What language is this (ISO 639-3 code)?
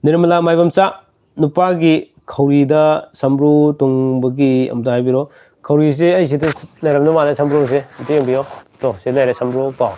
mni